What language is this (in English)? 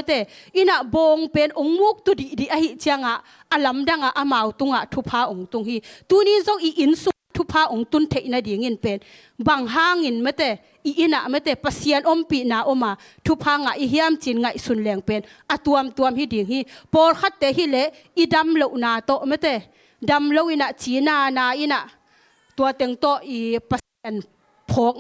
Tedim Chin